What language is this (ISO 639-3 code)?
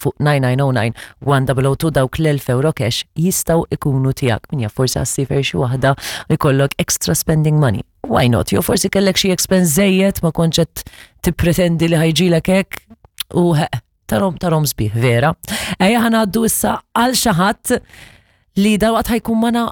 mlt